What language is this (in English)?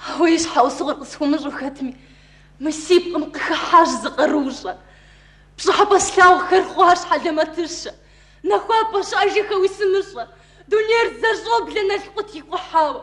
Kabardian